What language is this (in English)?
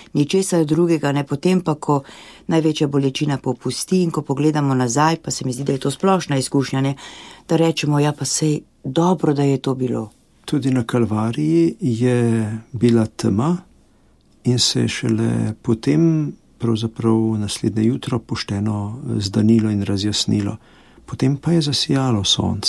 Slovenian